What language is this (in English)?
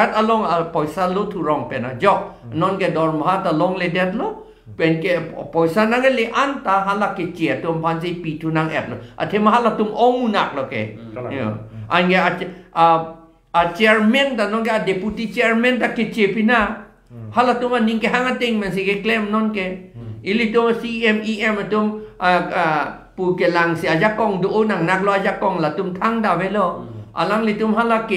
Karbi